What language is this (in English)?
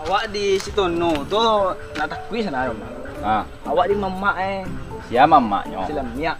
Minangkabau